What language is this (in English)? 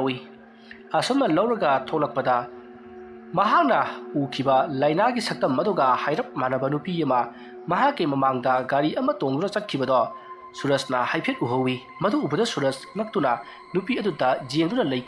Manipuri